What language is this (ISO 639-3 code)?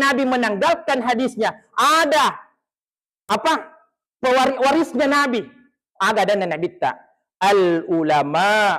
bug